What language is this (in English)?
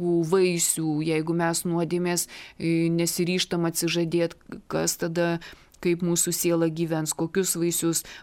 Lithuanian